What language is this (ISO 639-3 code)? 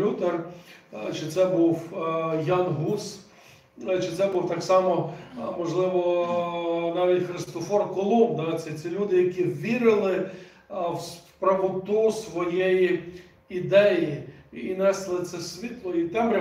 ukr